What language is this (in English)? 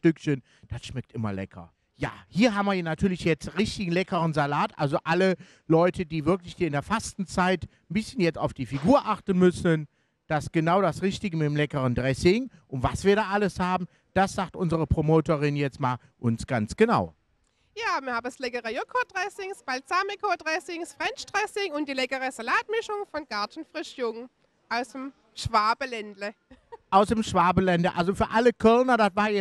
German